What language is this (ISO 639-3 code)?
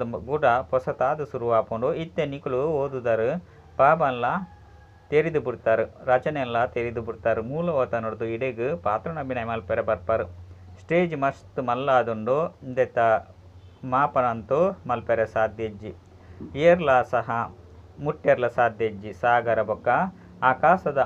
tcy